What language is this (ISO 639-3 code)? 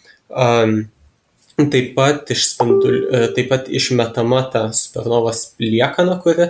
lit